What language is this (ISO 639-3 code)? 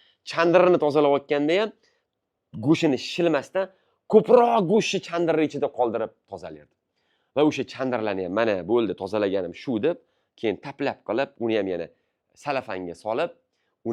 uzb